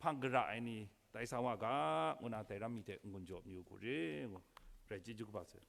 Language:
Kachin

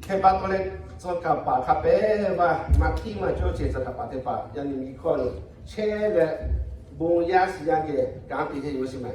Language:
Lahu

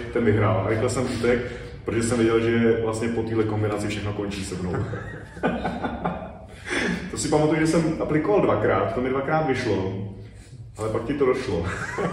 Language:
Czech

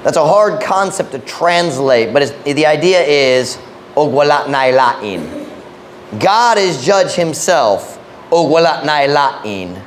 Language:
Cebuano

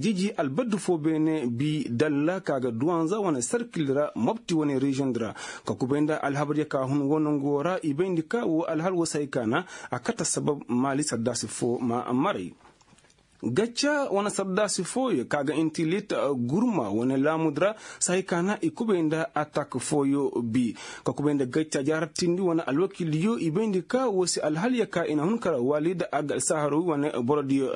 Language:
Koyraboro Senni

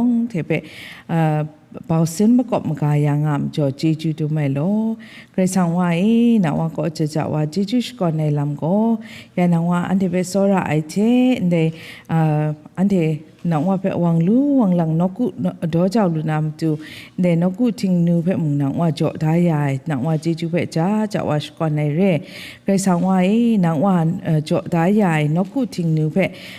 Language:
Kachin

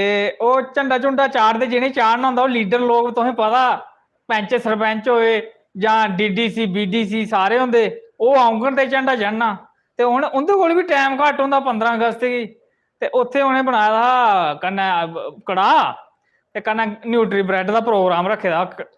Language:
Dogri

